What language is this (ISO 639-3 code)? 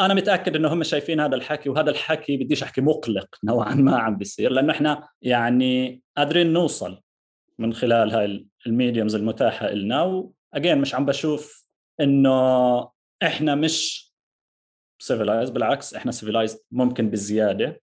apc